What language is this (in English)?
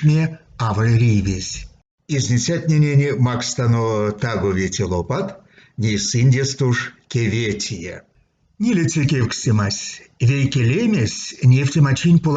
Erzya